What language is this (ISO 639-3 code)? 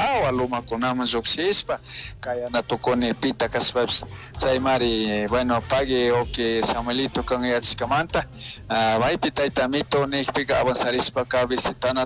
qug